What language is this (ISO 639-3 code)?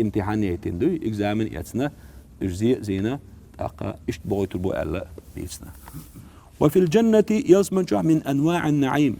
che